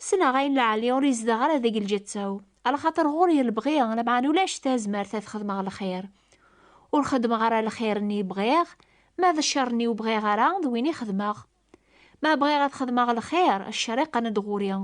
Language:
Kabyle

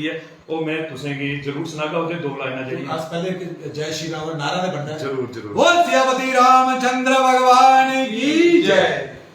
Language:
Dogri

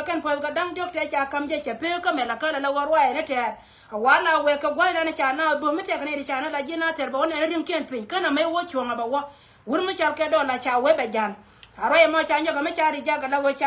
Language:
Nuer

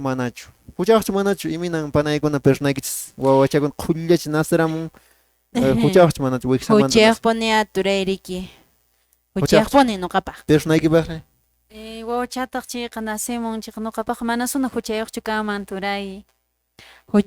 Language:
Quechua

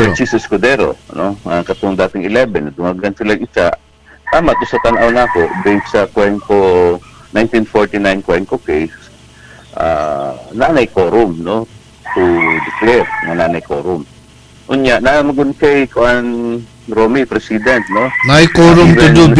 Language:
Cebuano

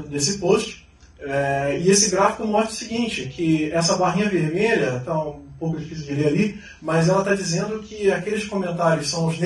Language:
Portuguese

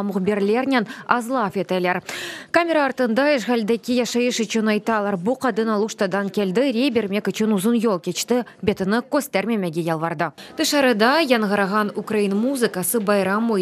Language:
Crimean Tatar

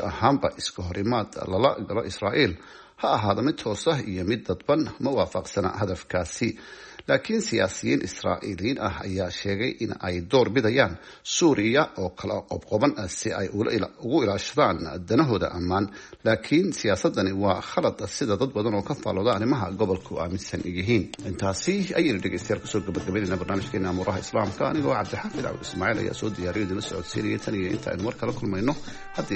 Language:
Somali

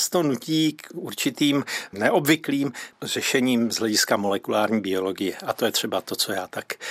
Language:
Czech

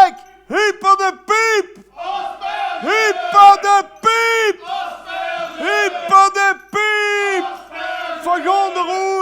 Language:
Limburgish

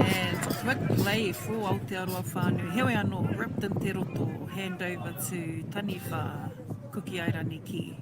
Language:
Māori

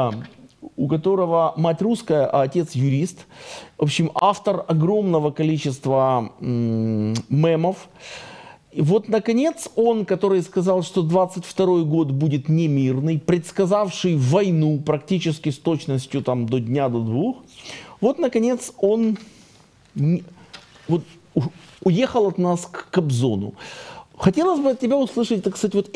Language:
Russian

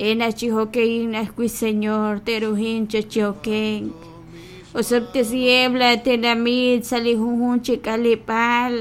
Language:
Kekchí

